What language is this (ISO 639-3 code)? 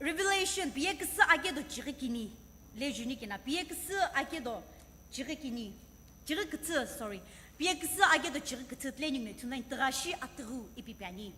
nsm